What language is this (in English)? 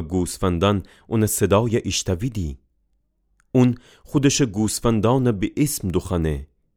Gilaki